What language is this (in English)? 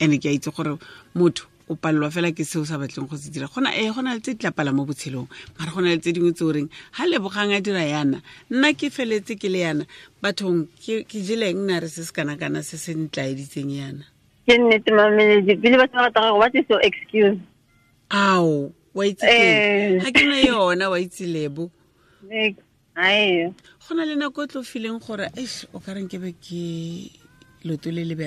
Tswana